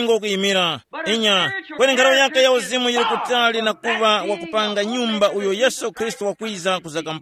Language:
Tumbuka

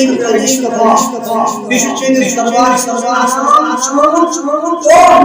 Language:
Kashmiri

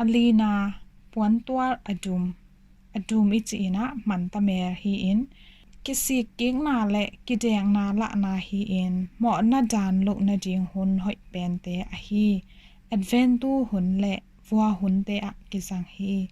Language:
Tedim Chin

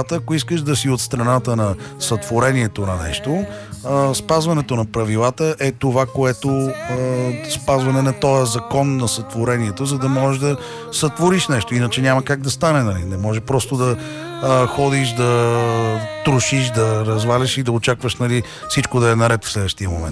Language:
Bulgarian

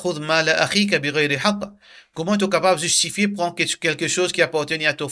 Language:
Morisyen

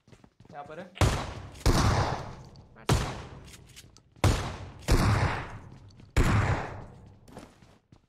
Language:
Hindi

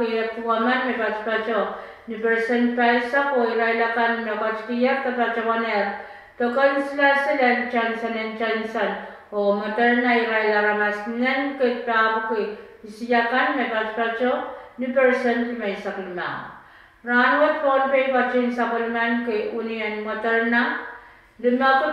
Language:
Pohnpeian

